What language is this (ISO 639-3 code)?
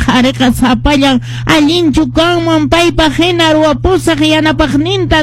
que